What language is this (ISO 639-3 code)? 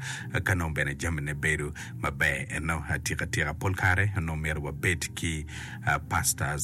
ach